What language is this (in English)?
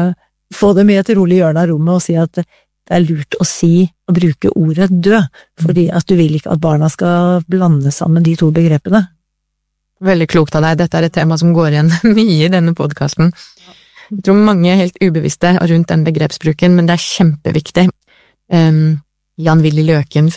Norwegian